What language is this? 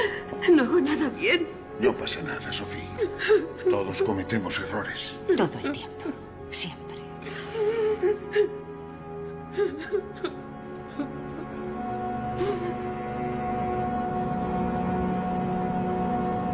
Spanish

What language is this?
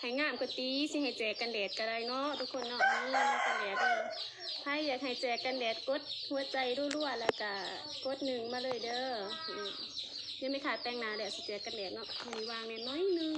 Lao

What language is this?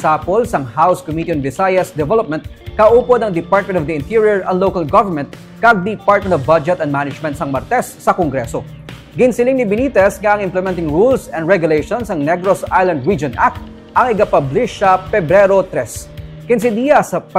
Hiligaynon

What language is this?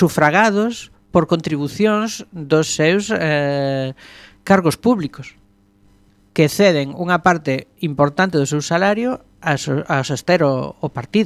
Galician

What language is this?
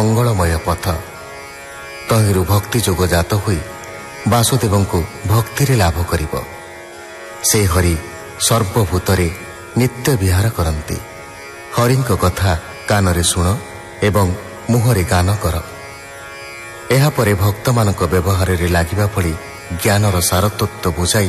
Odia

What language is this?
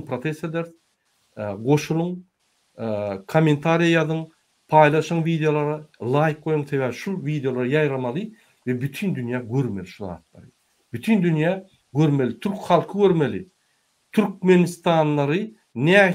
Turkmen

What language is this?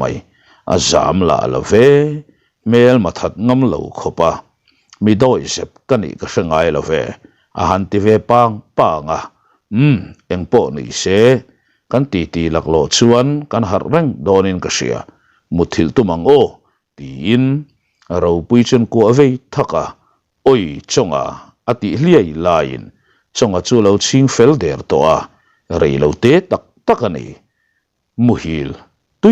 Mizo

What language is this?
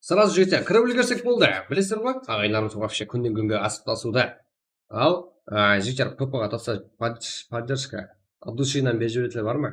Kara-Kalpak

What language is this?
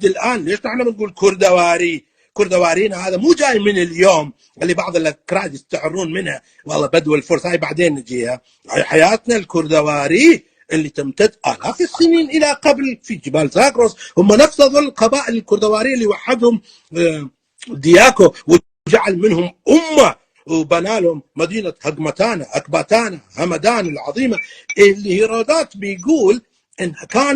North Levantine Arabic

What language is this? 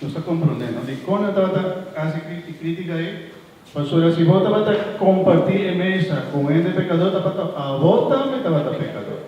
Papiamento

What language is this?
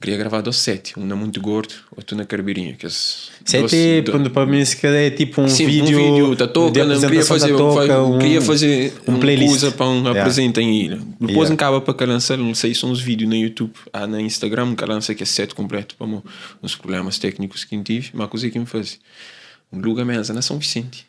Kabuverdianu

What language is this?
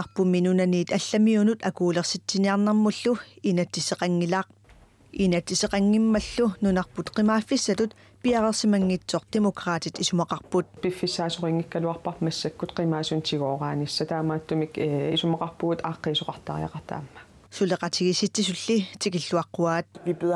Kalaallisut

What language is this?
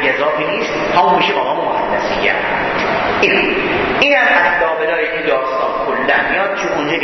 Persian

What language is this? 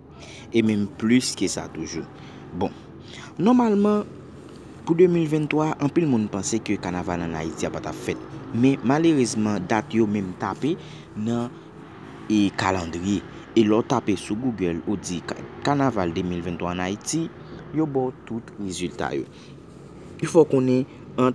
Haitian Creole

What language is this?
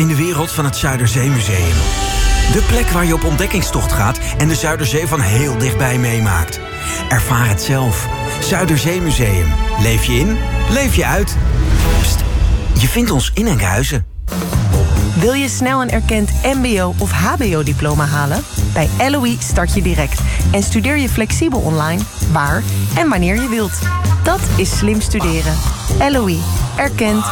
Dutch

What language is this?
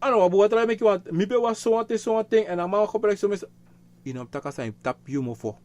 Sranan Tongo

